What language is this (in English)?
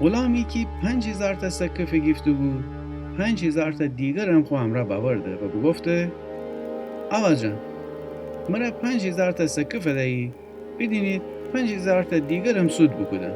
Gilaki